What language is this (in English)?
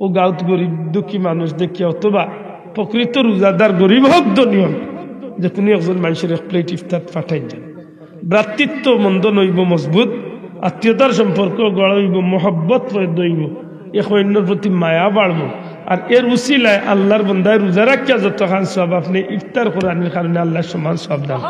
Sylheti